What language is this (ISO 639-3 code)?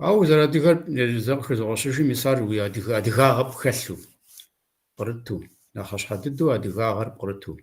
kbd